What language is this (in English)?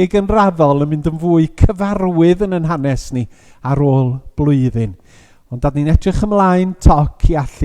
Welsh